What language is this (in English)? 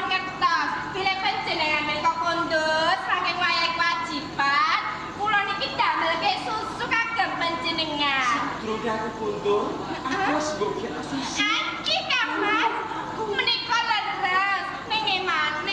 Javanese